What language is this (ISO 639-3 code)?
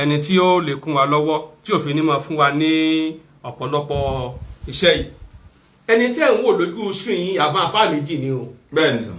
yor